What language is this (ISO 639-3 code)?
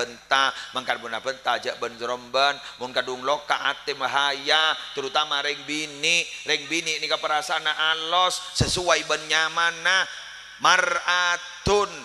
mad